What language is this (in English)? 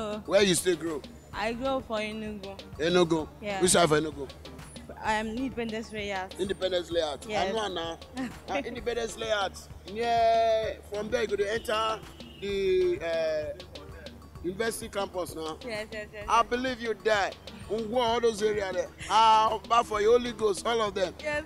Nigerian Pidgin